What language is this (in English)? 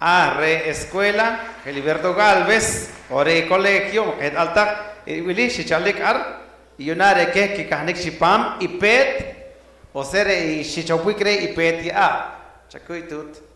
Poqomchi'